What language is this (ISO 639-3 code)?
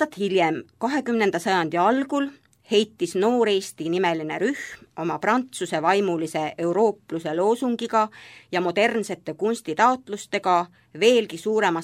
est